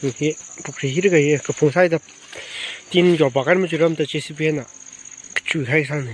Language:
Tangkhul Naga (India)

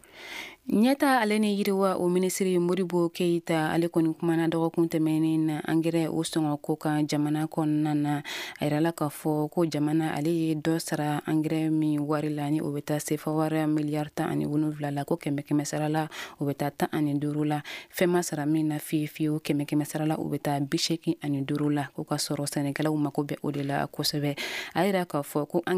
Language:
Bambara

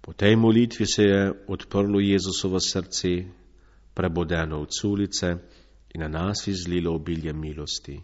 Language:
Slovenian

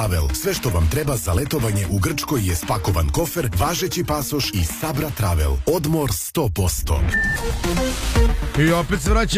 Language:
Serbian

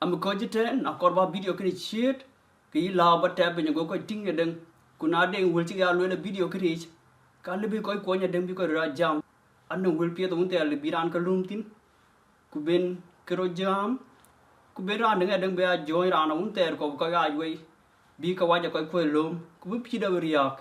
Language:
Dinka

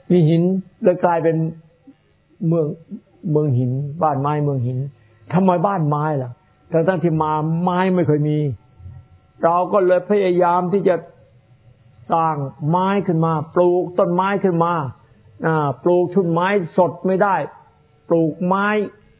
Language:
Thai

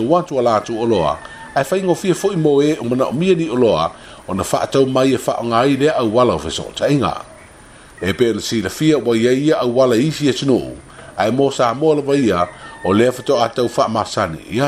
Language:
Samoan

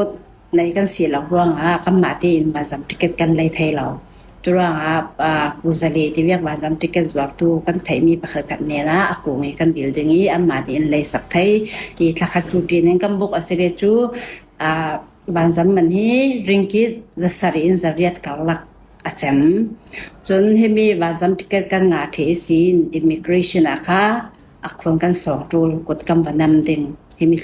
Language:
Falam Chin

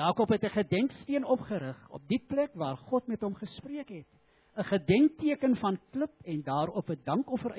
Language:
Afrikaans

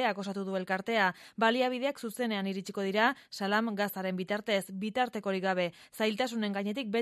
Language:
Basque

